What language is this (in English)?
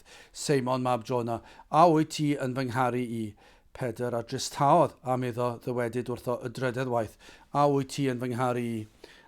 Welsh